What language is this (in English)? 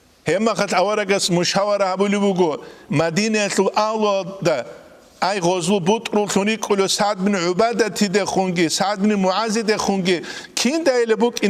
Avaric